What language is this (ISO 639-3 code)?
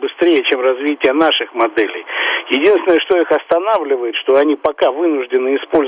rus